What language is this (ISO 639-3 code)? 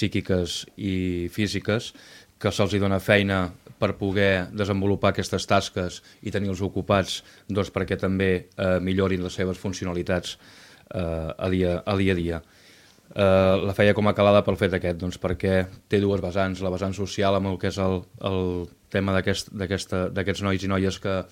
cat